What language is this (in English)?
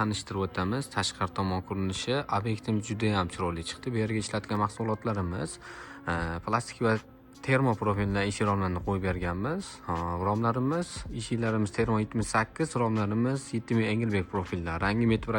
Uzbek